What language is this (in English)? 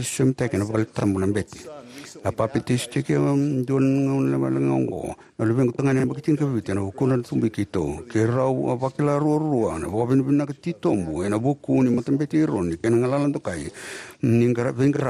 Fijian